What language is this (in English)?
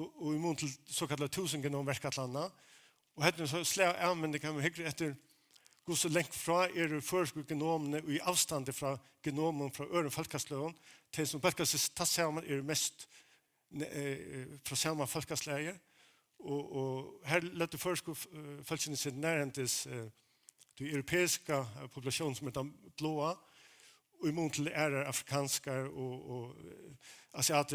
Faroese